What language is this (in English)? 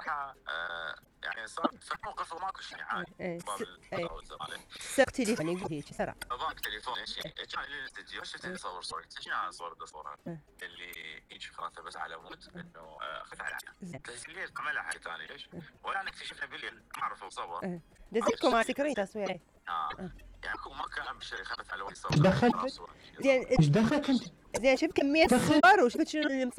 Mesopotamian Arabic